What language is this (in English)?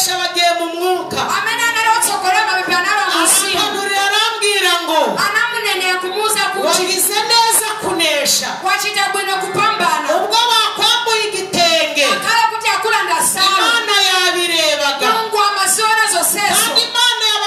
Kinyarwanda